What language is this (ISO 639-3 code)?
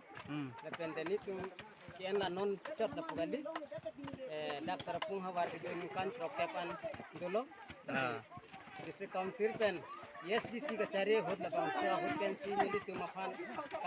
mjw